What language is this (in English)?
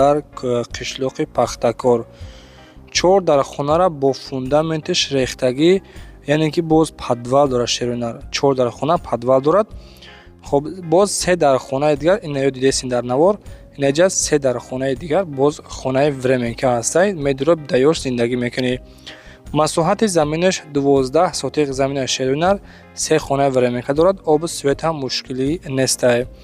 Tajik